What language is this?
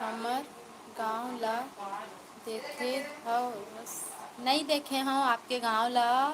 Chhattisgarhi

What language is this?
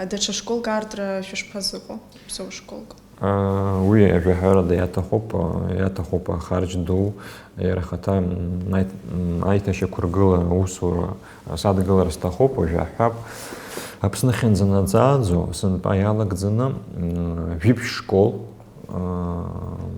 Abkhazian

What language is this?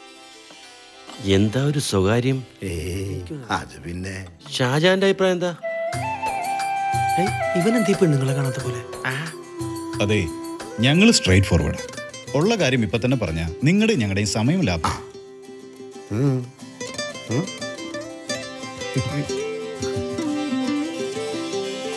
Malayalam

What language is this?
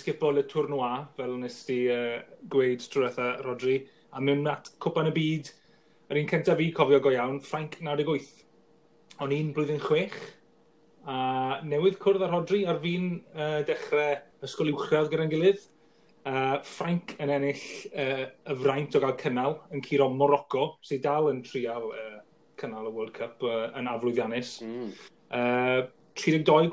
Welsh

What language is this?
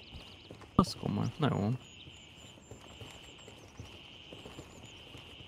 Hungarian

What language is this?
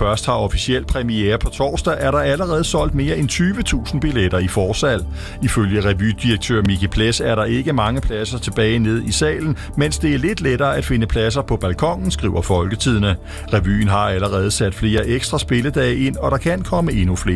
Danish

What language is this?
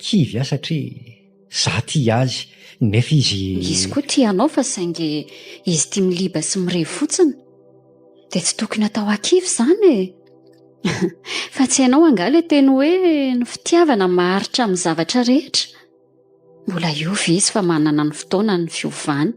Malagasy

